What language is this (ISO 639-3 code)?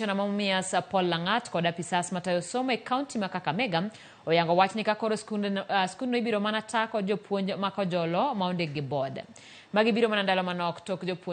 luo